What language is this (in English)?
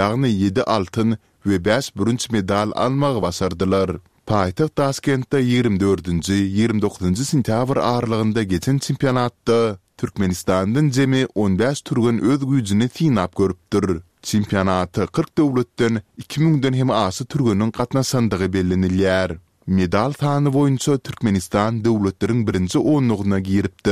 Turkmen